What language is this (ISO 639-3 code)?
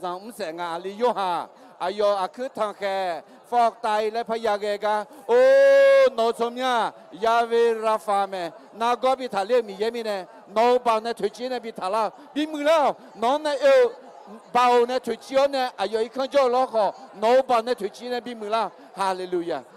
ahk